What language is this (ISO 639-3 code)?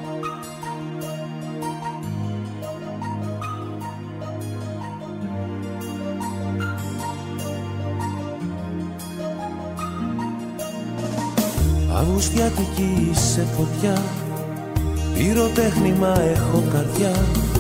ell